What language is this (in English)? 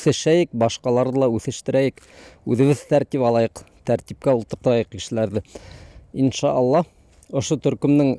Bashkir